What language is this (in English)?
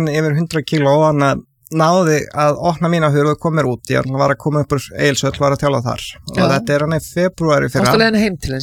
Icelandic